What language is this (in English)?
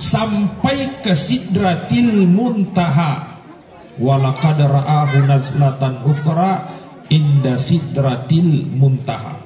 Buginese